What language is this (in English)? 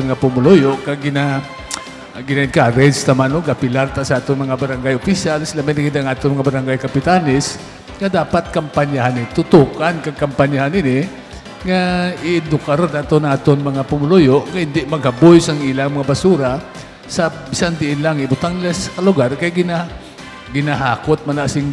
Hiligaynon